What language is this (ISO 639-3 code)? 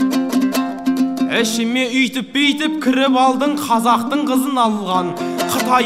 kaz